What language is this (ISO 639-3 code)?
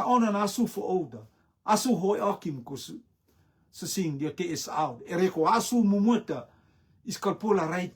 rtm